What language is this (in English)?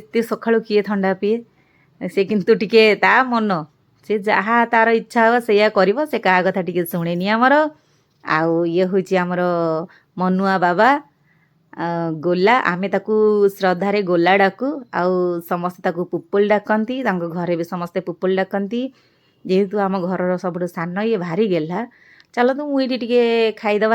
Odia